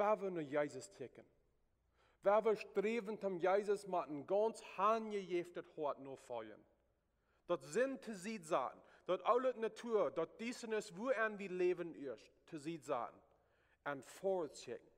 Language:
Plautdietsch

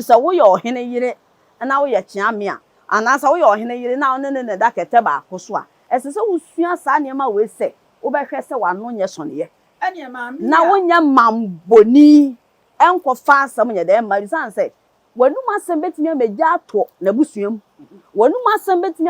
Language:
Akan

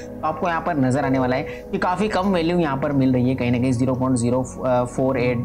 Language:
Hindi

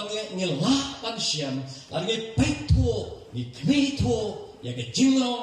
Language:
Khasi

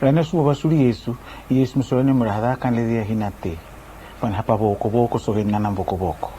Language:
Araki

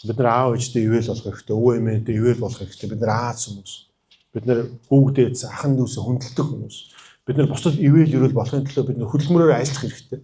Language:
Mongolian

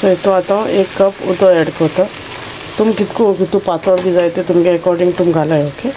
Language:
Konkani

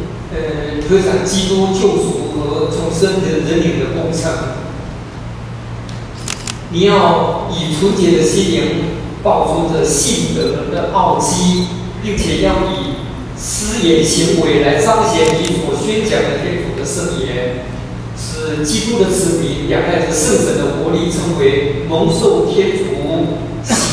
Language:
Chinese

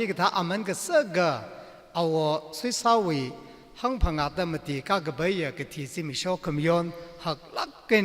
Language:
Tangkhul Naga (India)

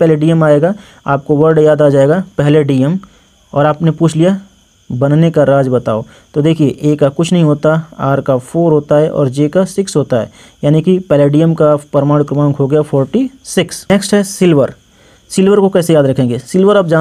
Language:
Hindi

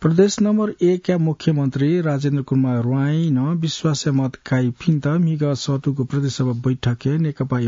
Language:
Newari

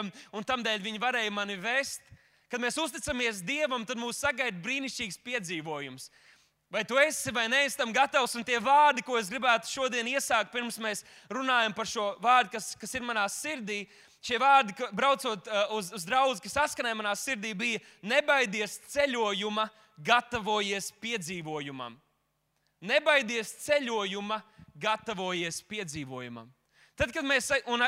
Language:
Latvian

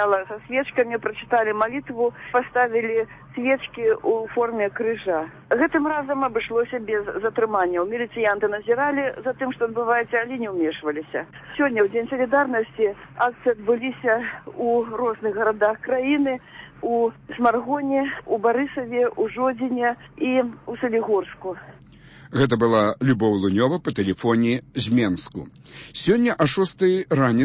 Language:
Belarusian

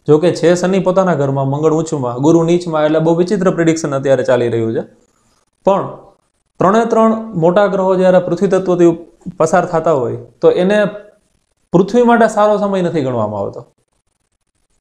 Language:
Gujarati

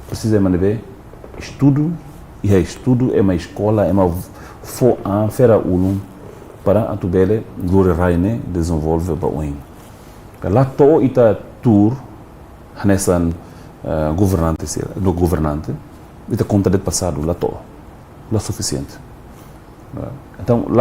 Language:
Tetum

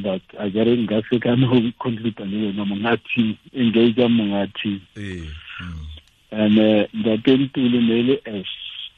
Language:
Tswana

